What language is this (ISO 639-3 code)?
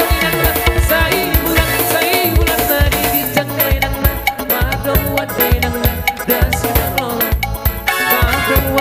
bbc